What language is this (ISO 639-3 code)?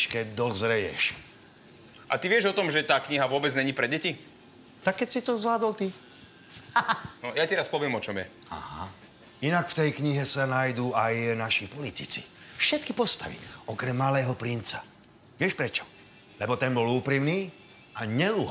slk